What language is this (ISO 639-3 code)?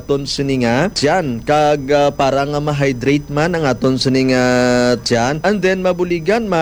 hil